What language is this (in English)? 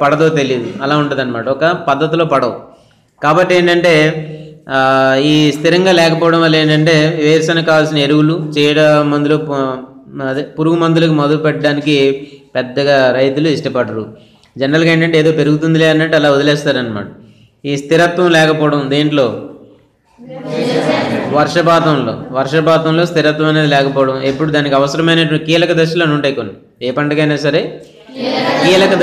Telugu